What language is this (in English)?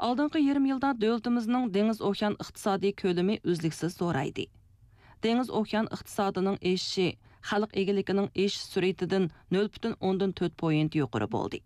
Uyghur